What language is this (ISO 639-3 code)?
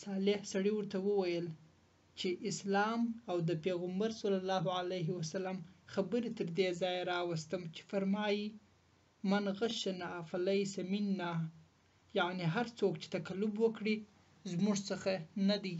pus